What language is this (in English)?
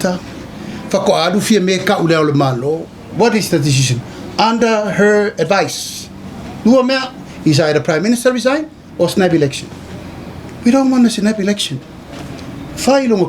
Samoan